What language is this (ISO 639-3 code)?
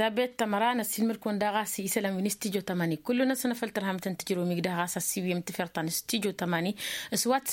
taq